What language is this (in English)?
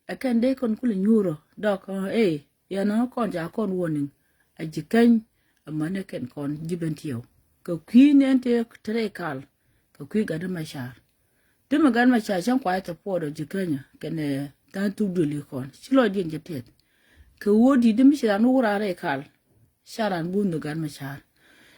Nuer